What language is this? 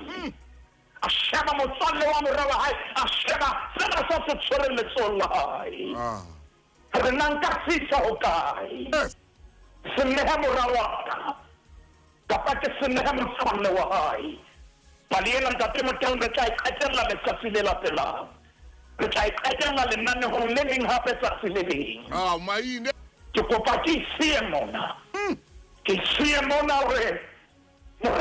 Southern Sotho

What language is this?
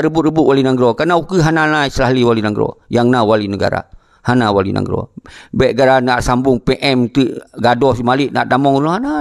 Achinese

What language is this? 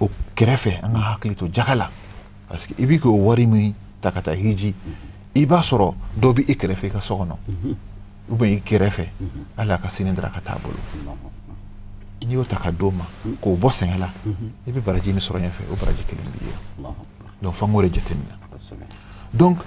Bambara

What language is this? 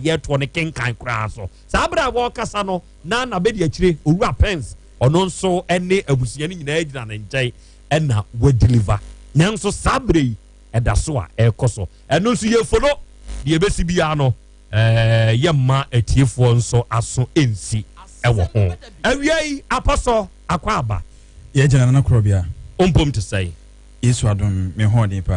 Akan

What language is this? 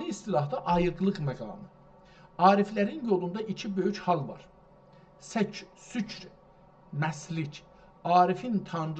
South Azerbaijani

